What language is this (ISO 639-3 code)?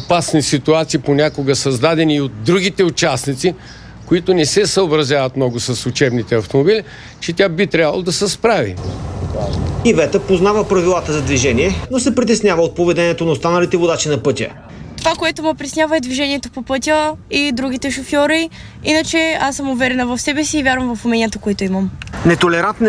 bul